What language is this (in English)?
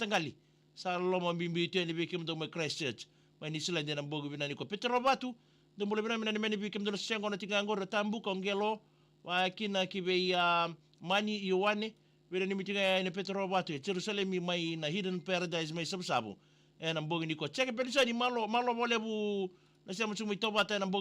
Fijian